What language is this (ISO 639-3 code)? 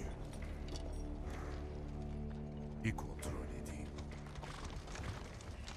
tur